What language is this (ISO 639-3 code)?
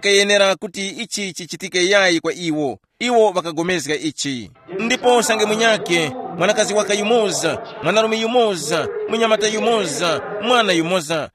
tum